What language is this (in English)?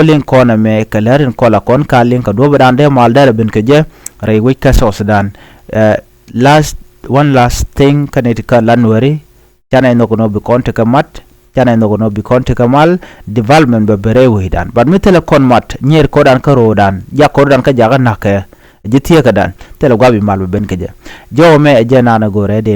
Nuer